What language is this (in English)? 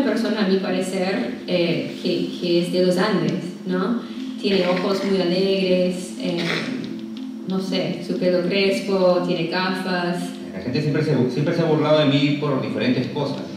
Spanish